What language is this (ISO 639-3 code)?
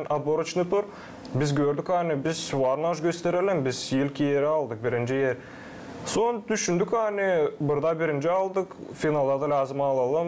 gag